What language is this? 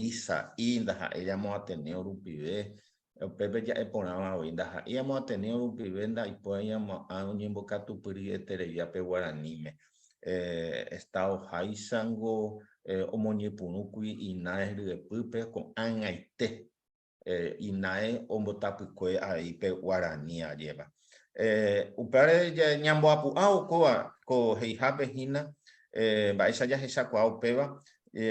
Guarani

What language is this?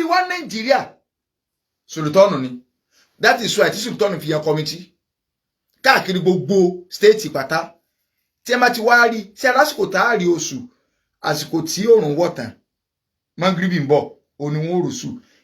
Yoruba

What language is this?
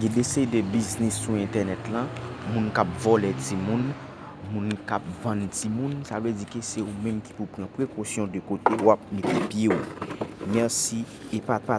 Haitian Creole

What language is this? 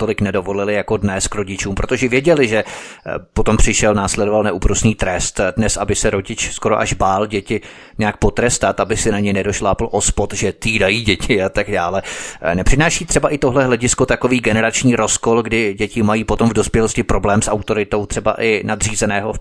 Czech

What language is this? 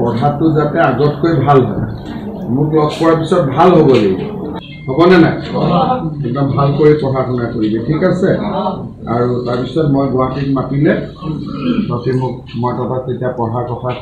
Assamese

